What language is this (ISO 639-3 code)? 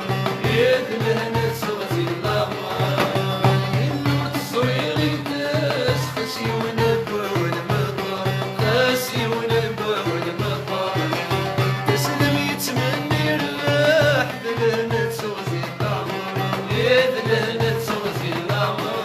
kab